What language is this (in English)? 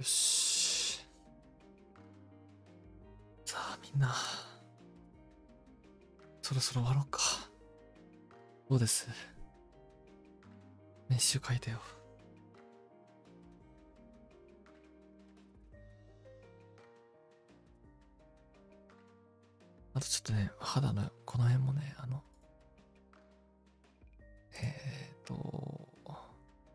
Japanese